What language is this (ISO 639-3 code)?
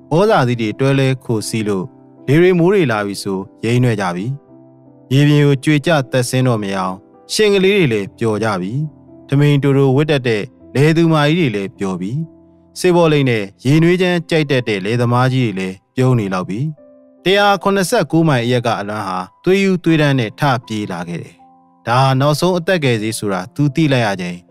mya